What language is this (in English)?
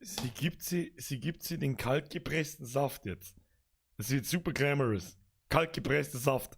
Bavarian